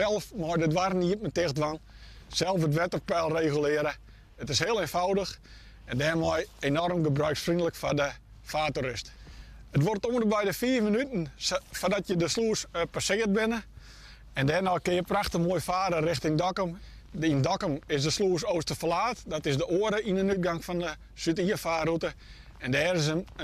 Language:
Western Frisian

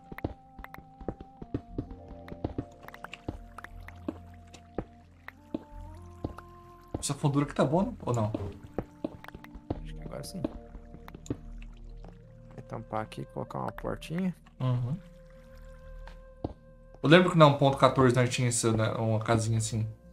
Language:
Portuguese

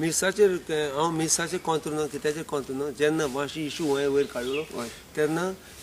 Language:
Konkani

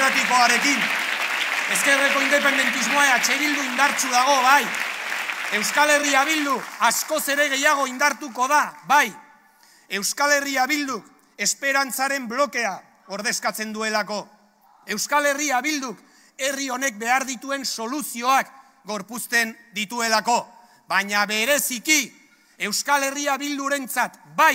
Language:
Basque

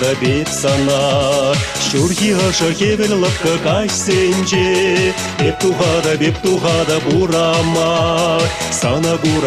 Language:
Chuvash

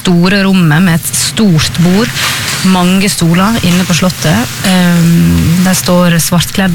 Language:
Norwegian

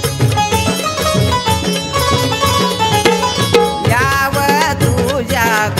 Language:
Marathi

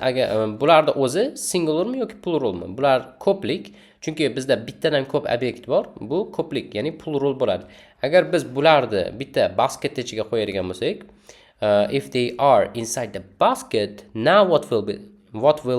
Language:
Uzbek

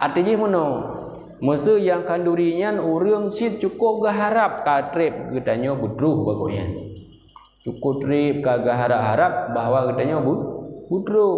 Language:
Achinese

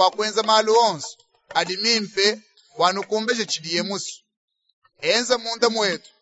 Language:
Luba-Lulua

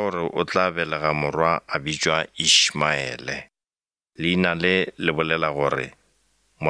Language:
Northern Sotho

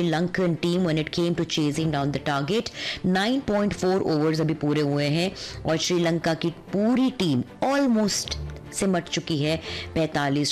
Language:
Hindi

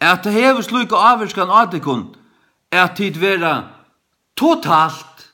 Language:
Faroese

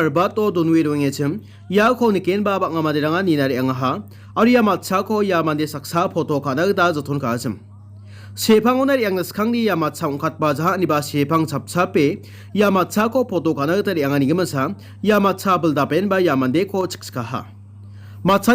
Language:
Garo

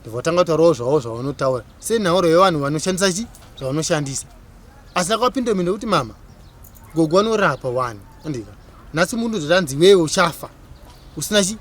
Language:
Shona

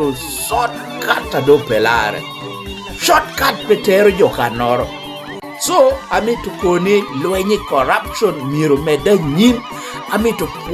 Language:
Lango (Uganda)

